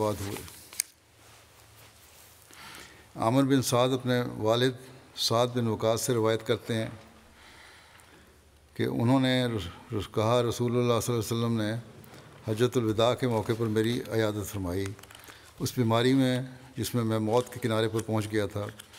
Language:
Urdu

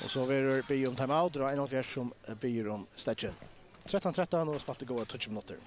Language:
Faroese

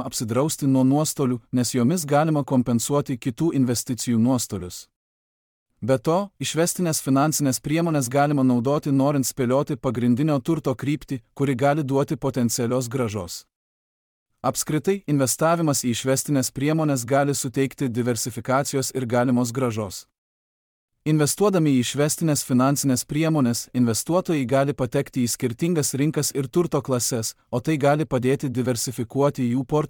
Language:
Lithuanian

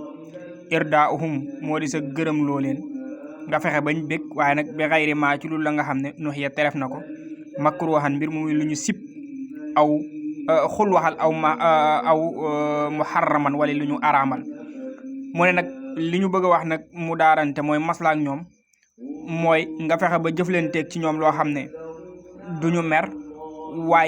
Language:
Wolof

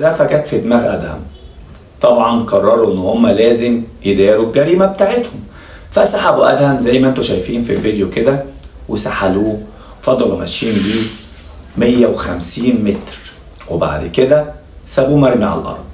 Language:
Egyptian Arabic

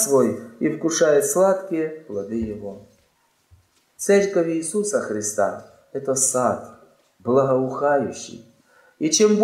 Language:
Russian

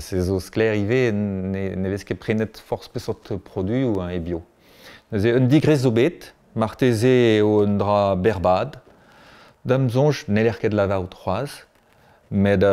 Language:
Breton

